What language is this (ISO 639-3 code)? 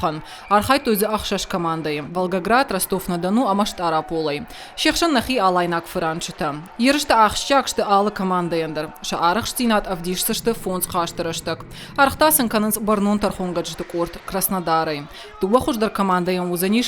oss